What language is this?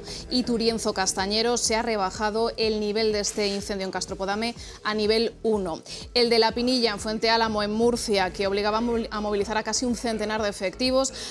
Spanish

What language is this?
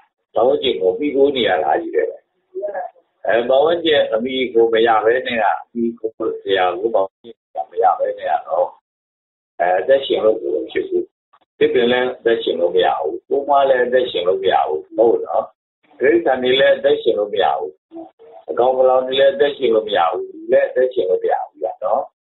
Burmese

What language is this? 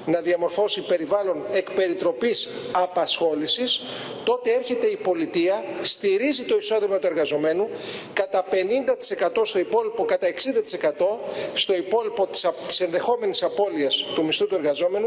Greek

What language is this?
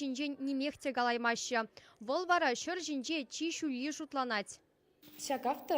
Chuvash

